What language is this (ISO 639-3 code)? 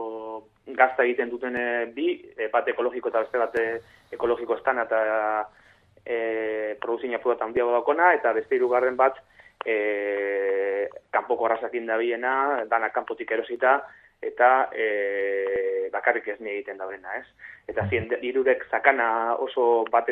eus